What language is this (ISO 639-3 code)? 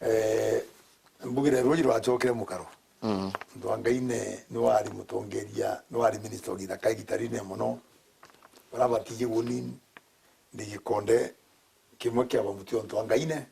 mer